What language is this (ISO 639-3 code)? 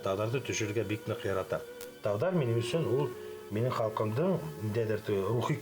bak